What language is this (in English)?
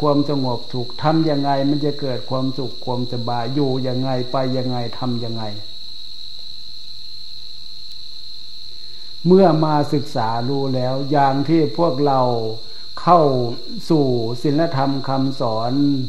Thai